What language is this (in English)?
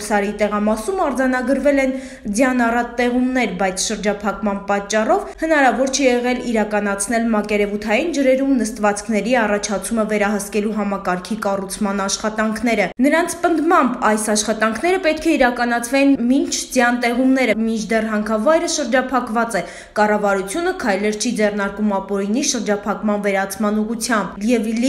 Armenian